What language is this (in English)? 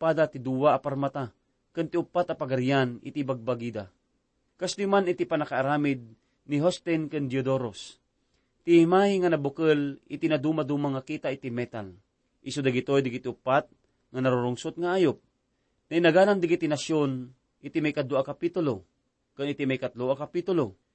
Iloko